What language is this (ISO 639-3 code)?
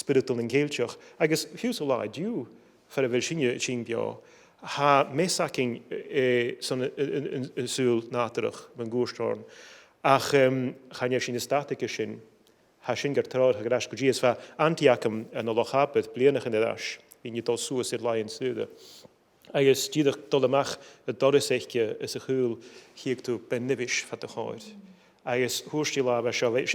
gla